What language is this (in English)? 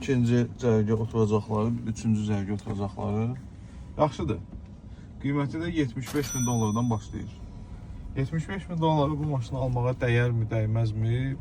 Azerbaijani